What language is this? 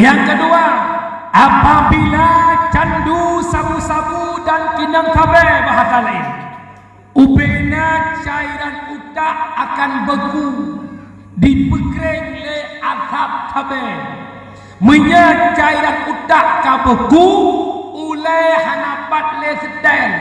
Achinese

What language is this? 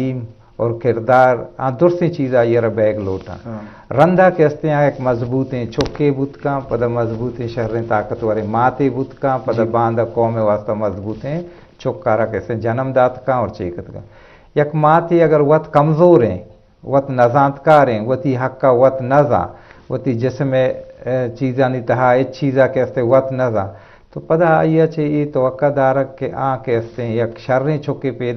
Eastern Balochi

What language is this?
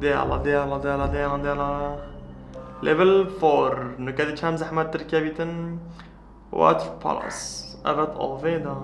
Kurdish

